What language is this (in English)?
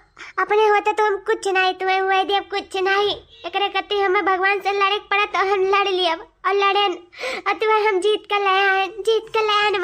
Awadhi